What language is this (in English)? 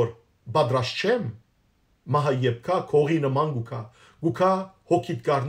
Western Armenian